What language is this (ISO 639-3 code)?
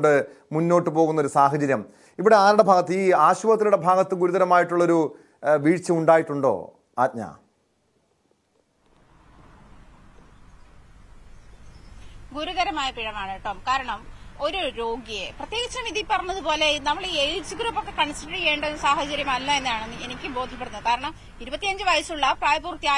mal